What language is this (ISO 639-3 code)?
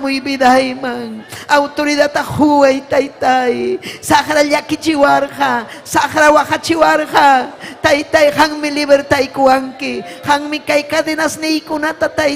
quy